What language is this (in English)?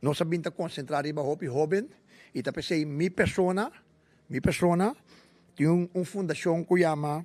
Papiamento